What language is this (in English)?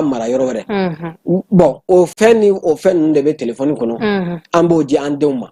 Bambara